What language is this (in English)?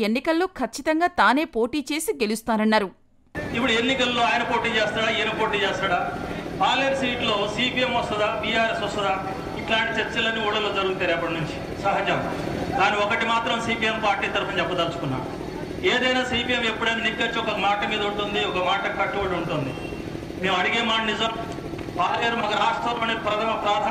Telugu